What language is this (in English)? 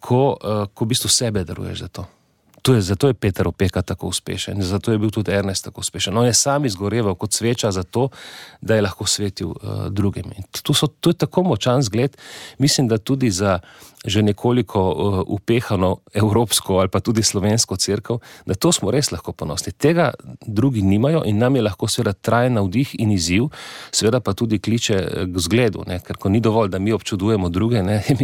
Slovenian